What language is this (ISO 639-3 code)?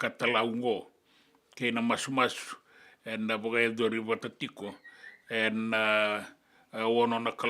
fij